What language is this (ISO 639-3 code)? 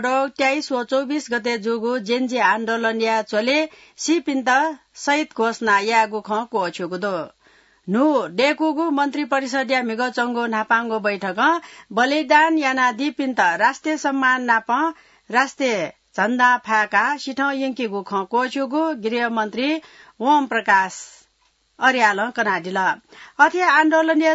new